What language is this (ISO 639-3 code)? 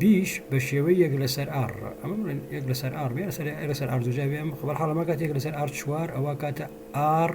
ckb